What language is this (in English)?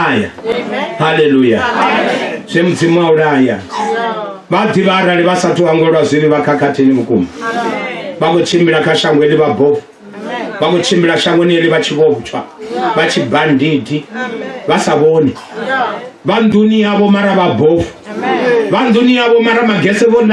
Venda